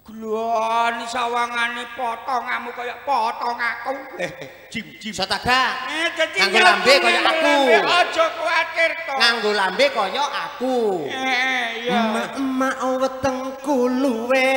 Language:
Javanese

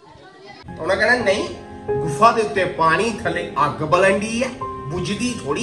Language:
Punjabi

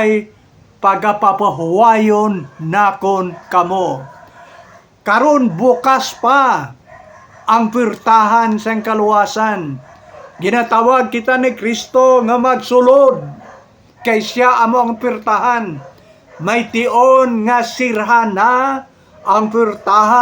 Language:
Hiligaynon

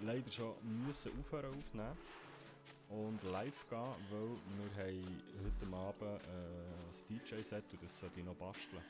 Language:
Swiss German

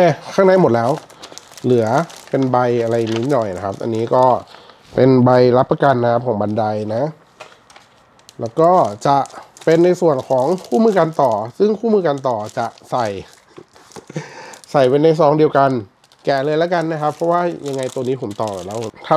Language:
Thai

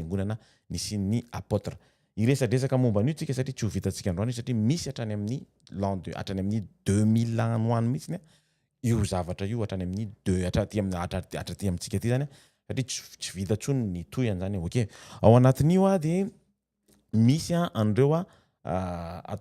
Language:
Malagasy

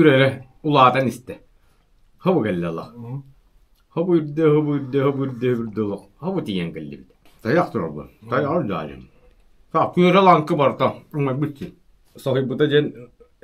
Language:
Yakut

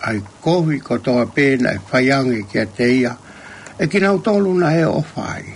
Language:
Tongan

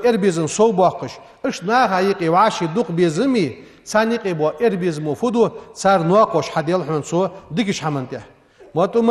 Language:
Ingush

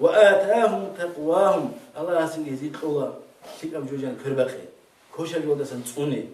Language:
Avaric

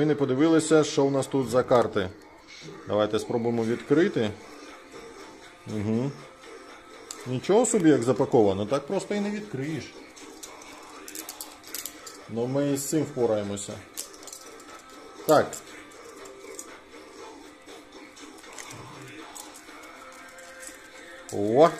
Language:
Ukrainian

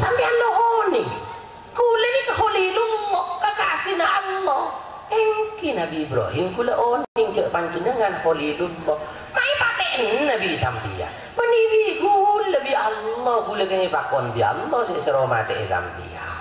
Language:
Madurese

